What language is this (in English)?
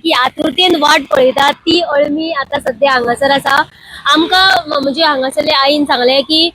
Konkani